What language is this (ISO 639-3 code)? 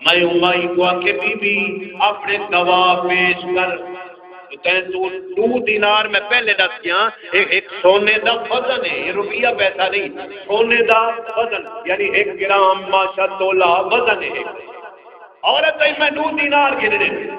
skr